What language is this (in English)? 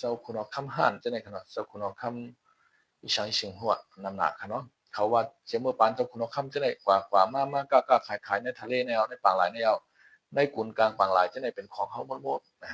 Shan